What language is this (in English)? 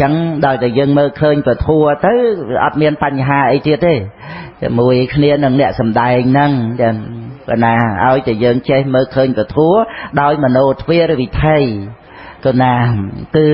Khmer